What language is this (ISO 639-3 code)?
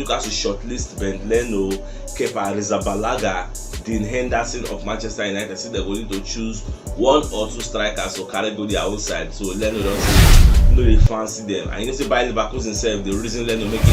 pcm